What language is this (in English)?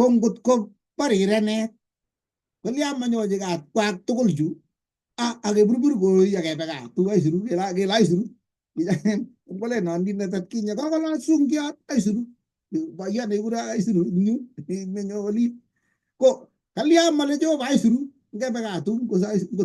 Kalenjin